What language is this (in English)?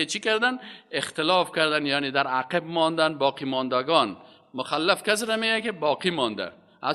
Persian